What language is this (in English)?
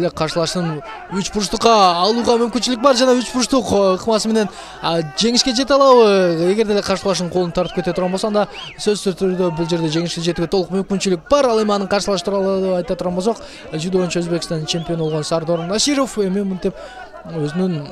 Kyrgyz